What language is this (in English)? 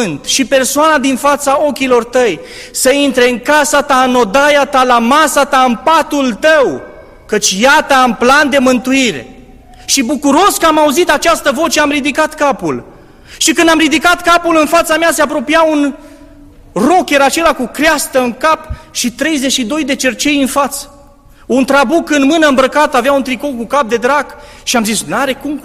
Romanian